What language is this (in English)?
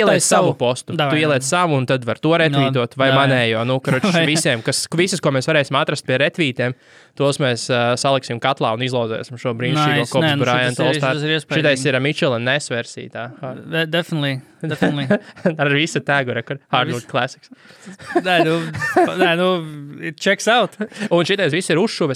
Latvian